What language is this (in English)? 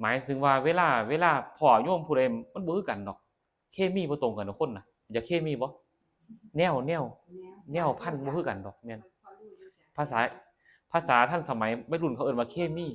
Northeastern Thai